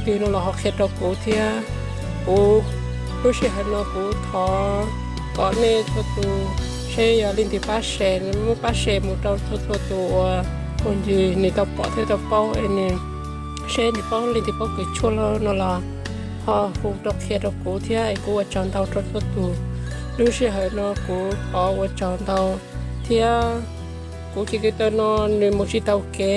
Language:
Hmong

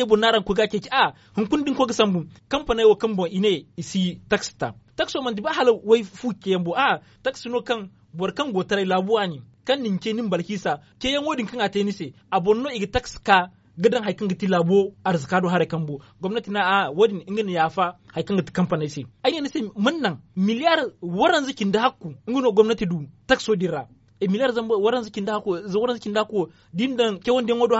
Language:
Zarma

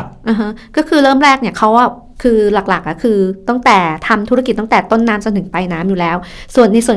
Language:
Thai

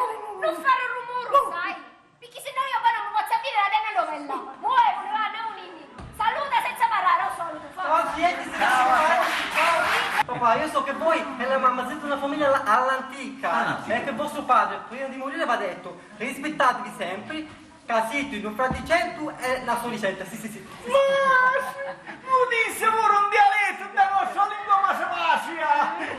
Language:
Sicilian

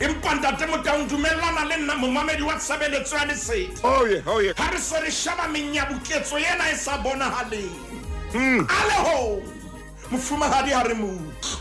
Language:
Southern Sotho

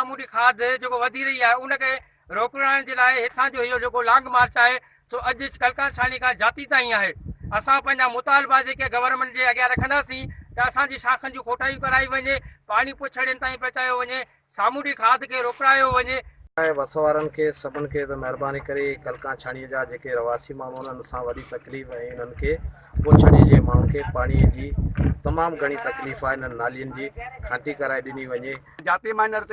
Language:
Sindhi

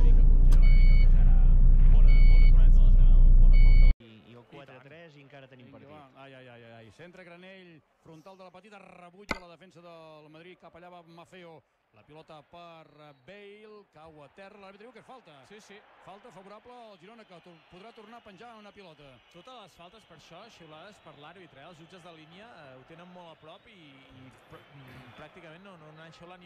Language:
Catalan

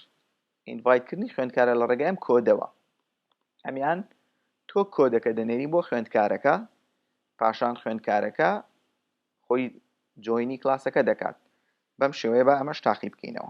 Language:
Central Kurdish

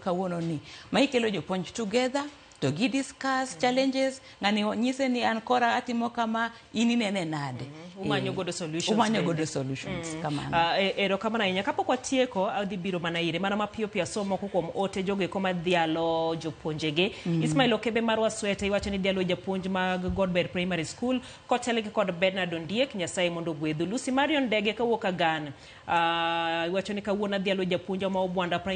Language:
Luo (Kenya and Tanzania)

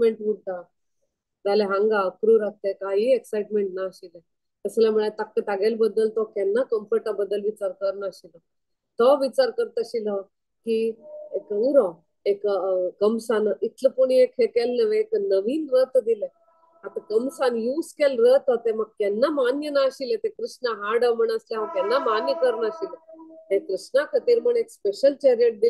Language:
Konkani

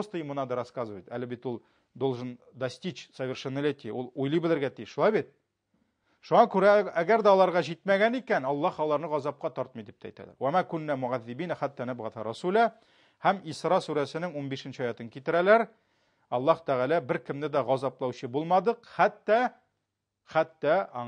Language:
Tatar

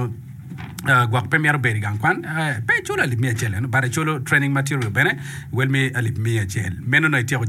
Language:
Acoli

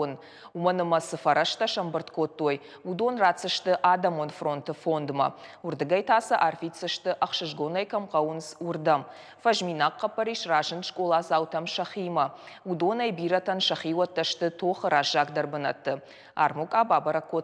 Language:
Ossetic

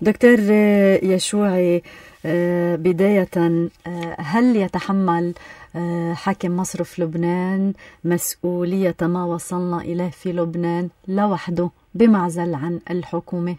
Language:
North Levantine Arabic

